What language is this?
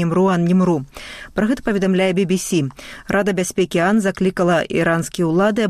Belarusian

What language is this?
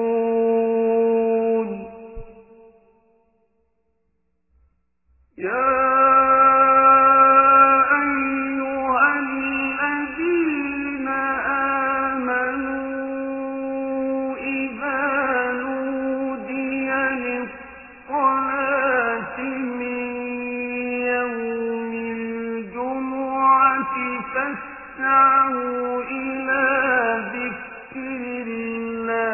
Arabic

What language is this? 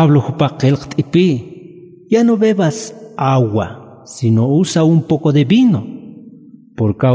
Aymara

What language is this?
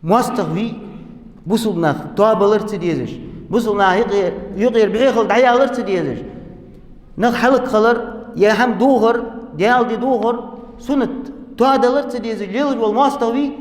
Ingush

